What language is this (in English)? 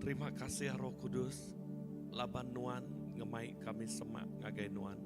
Iban